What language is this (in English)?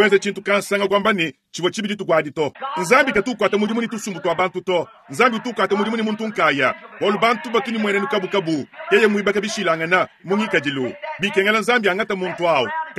Luba-Lulua